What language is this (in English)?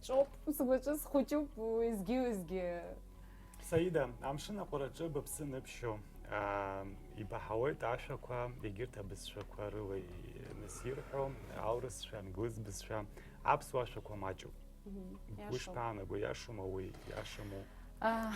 Abkhazian